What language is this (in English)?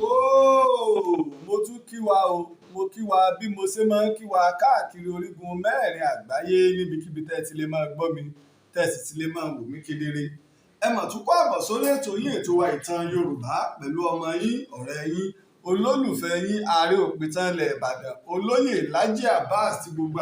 Yoruba